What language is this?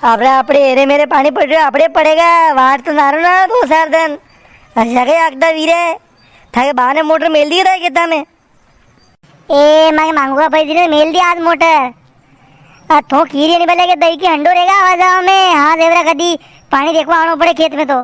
Rajasthani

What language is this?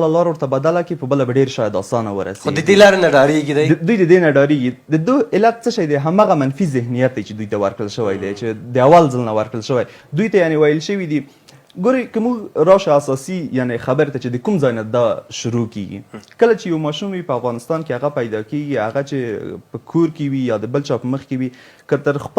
Pashto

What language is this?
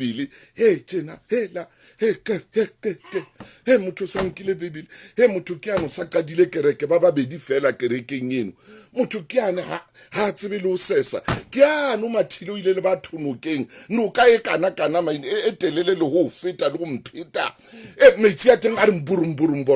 Southern Sotho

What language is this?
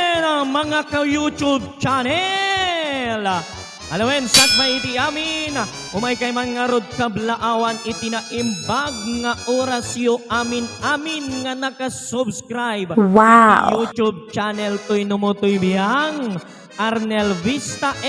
Iloko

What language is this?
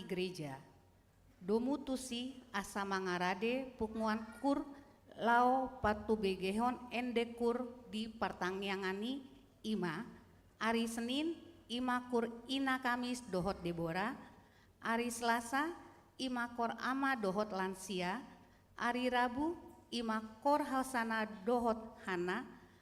Batak Toba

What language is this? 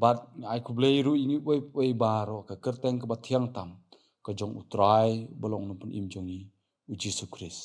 Khasi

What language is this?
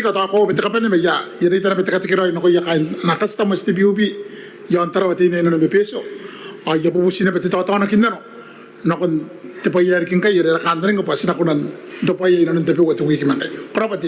Gilbertese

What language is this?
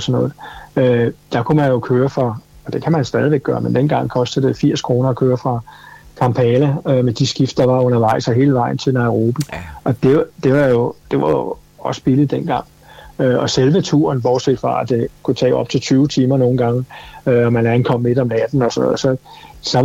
Danish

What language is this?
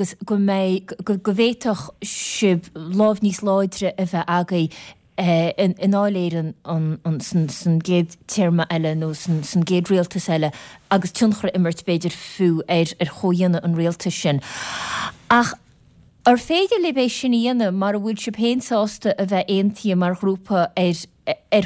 Irish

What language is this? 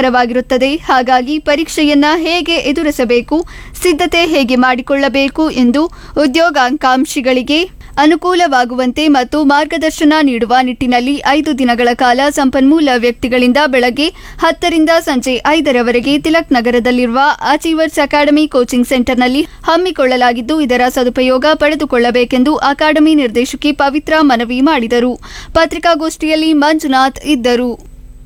Kannada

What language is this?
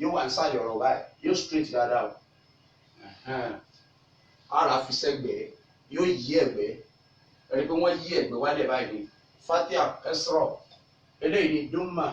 Yoruba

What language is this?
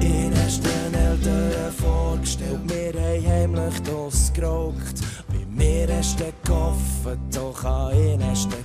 Swiss German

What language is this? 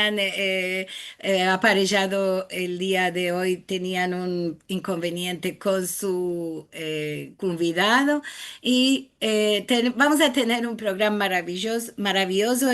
Ladino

